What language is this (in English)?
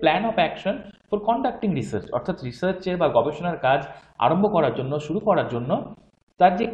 Bangla